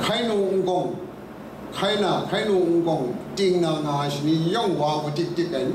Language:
Kachin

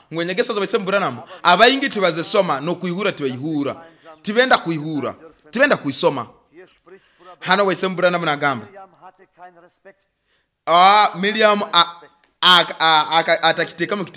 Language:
Nyoro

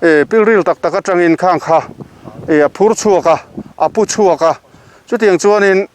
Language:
Mizo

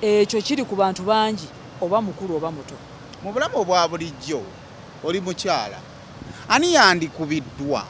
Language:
Ganda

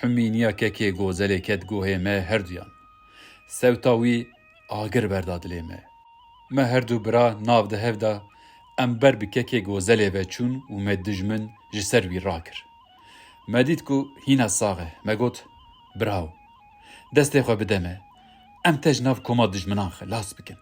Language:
Kurdish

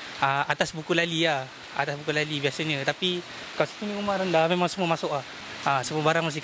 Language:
Malay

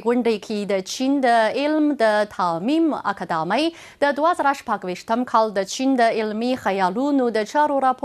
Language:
Pashto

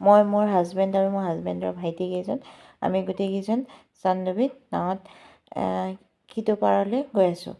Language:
Assamese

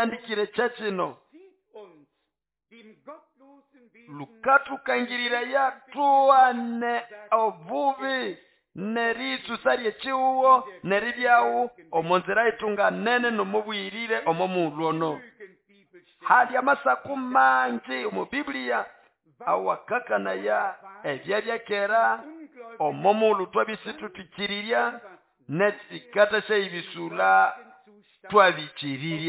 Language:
Nande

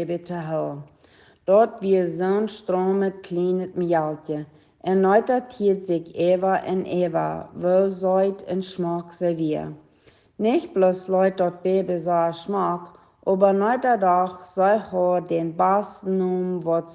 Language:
Plautdietsch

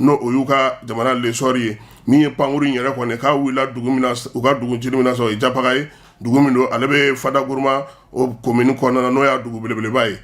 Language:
Bambara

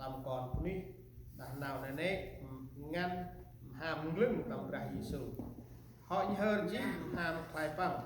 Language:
Central Mnong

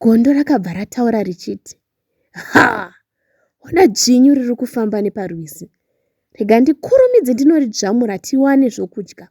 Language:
Shona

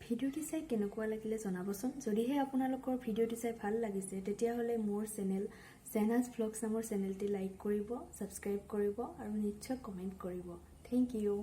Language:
Assamese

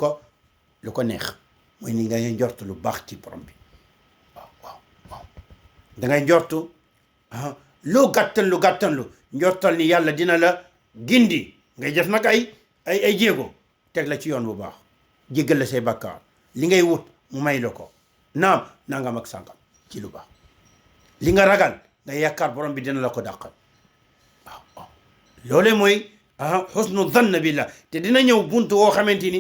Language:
Wolof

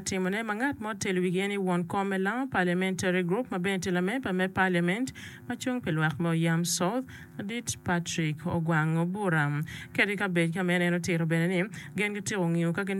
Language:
Acoli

